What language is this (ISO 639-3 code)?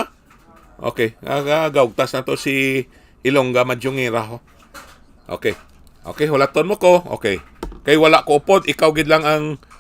hil